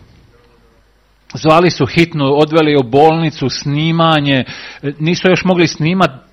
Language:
Croatian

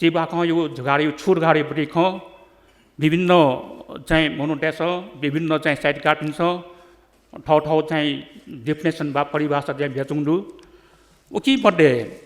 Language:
Newari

